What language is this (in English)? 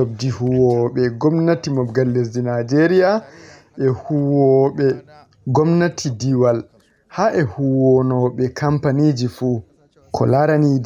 Fula